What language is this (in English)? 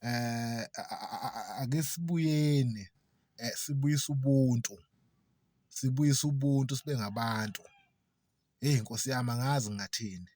Zulu